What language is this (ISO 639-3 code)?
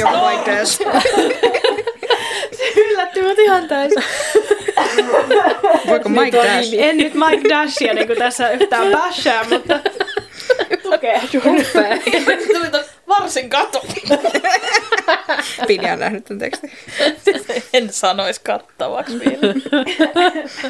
fin